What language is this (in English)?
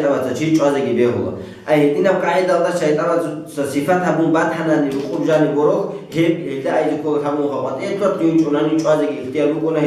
Avaric